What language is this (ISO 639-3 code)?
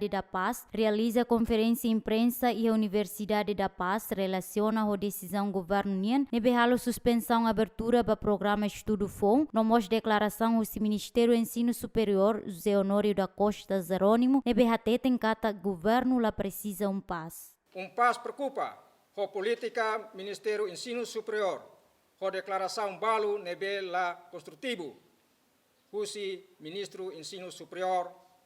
tet